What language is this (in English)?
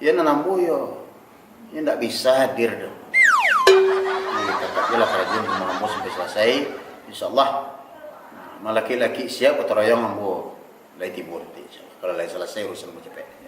Minangkabau